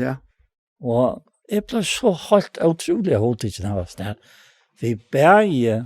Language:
Faroese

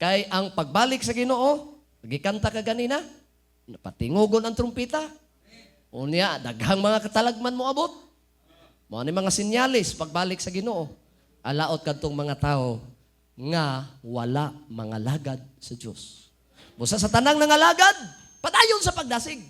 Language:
Cebuano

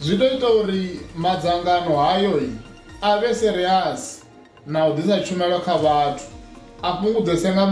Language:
Venda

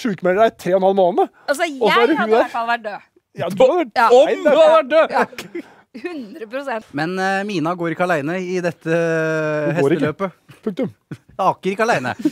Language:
Norwegian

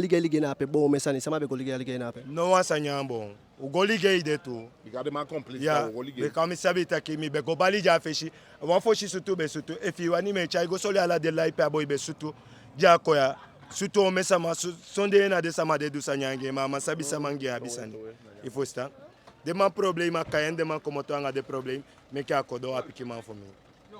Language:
Eastern Maroon Creole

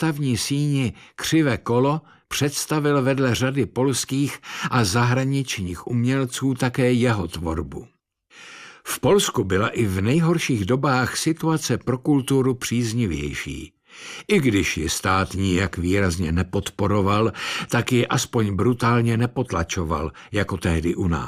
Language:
Czech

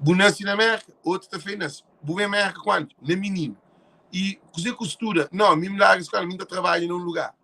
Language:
Kabuverdianu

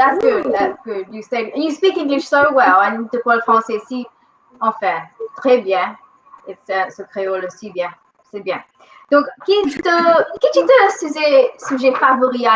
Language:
Morisyen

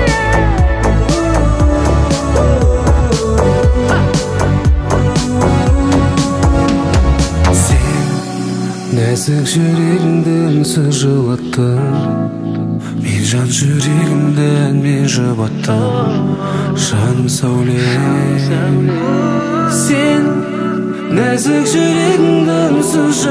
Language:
Kazakh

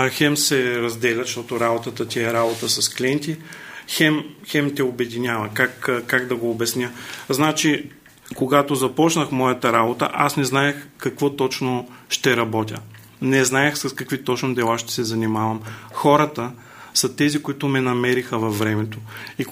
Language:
Bulgarian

